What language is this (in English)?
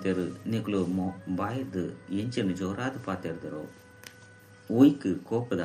Tulu